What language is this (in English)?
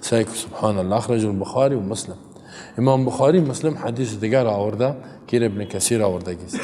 Persian